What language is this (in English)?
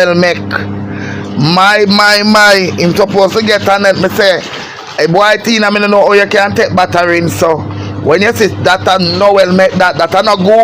Jamaican Creole English